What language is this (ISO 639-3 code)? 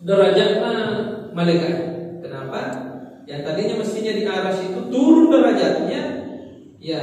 bug